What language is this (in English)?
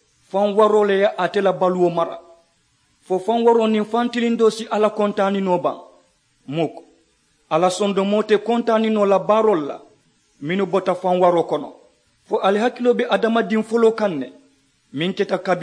Mandingo